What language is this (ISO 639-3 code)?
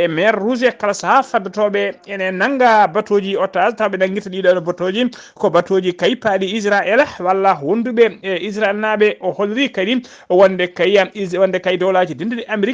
ful